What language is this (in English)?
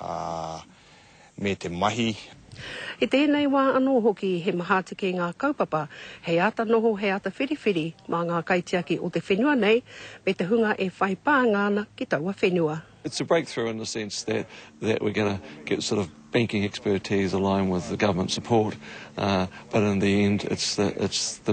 Māori